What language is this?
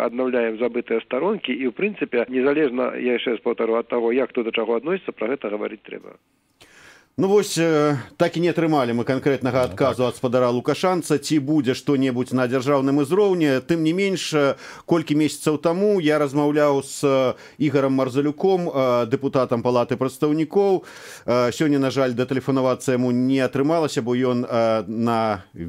Belarusian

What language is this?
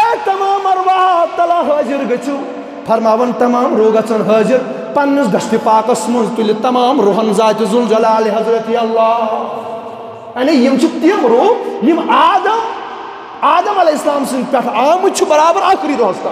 Kashmiri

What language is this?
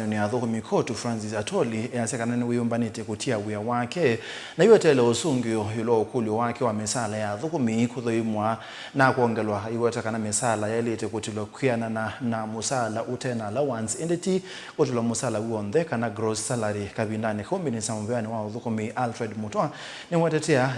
Kamba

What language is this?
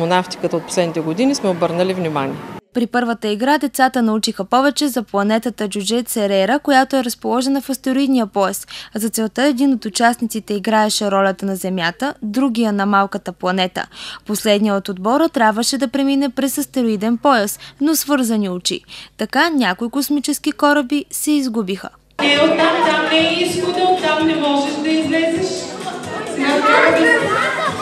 Bulgarian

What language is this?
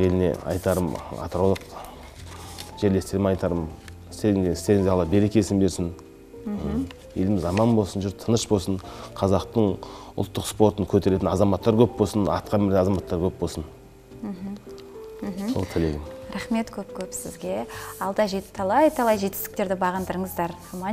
Kazakh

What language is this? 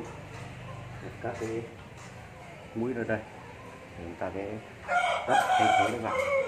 Vietnamese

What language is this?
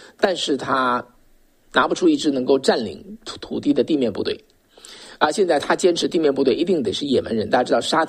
Chinese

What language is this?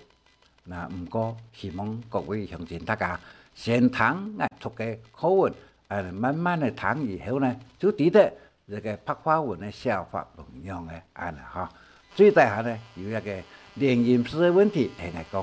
Hakka Chinese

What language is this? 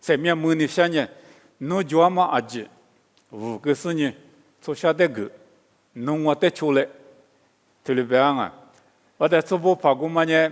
Lisu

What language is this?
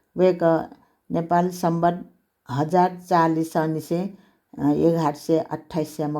Newari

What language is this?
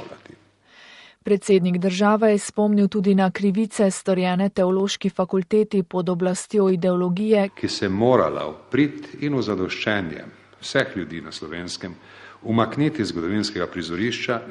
Slovenian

